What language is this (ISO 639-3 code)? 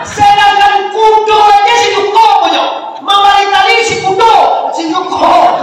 min